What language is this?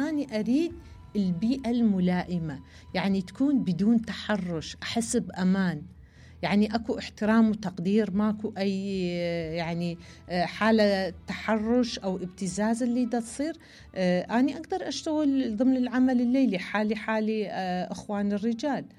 Mesopotamian Arabic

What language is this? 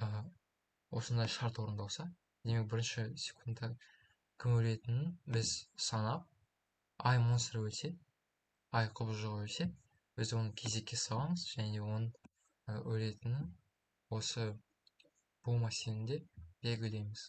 Kazakh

